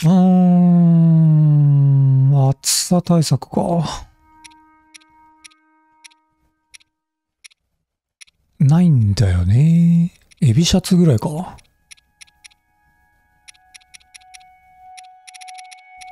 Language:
Japanese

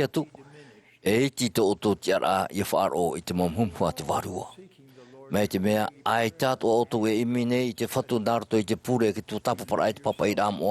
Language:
Tahitian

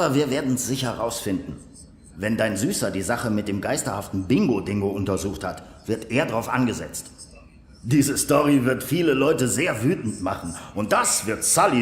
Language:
Swiss German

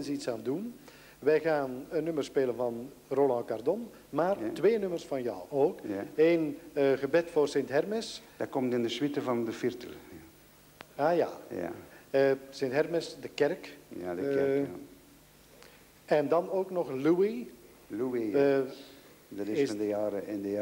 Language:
Dutch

